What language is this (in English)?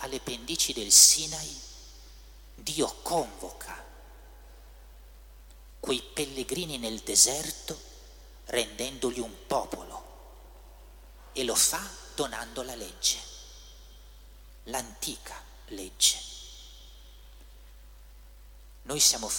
Italian